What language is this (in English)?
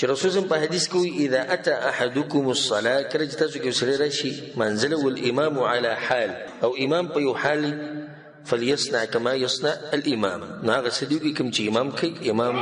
Pashto